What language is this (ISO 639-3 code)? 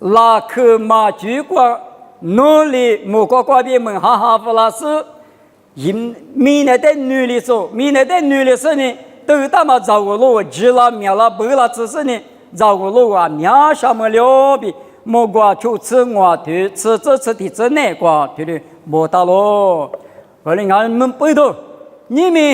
lis